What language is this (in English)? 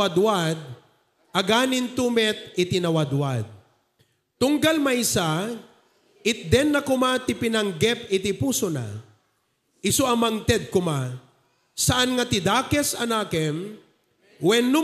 Iloko